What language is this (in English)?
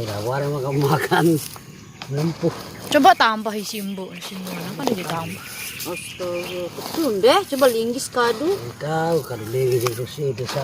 Sasak